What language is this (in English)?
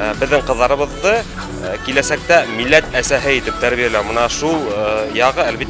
Bashkir